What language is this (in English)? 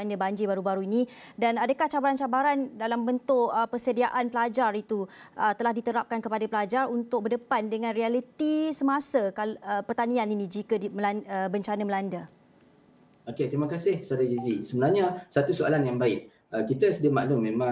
Malay